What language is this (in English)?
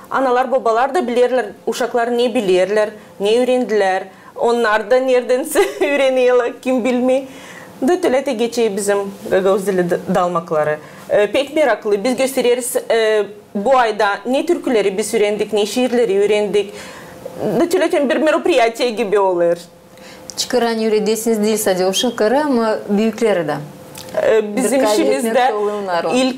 Gagauz